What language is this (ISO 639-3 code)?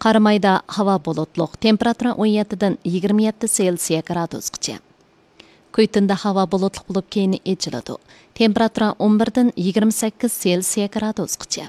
uig